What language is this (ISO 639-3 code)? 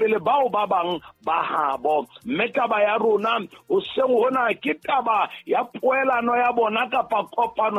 sot